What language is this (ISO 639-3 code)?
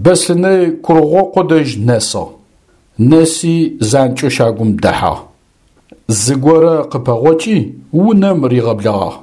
ady